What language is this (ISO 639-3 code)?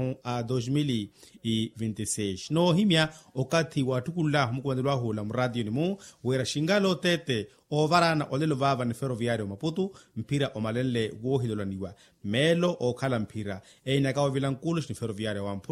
vmw